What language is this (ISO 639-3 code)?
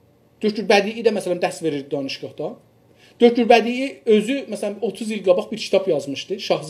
azb